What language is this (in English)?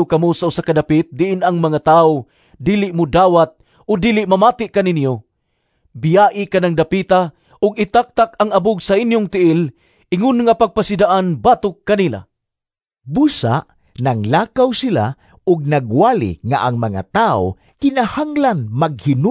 Cebuano